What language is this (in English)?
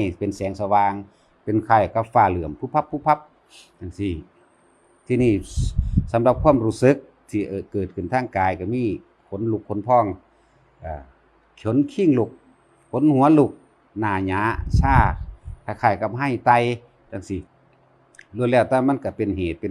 Northeastern Thai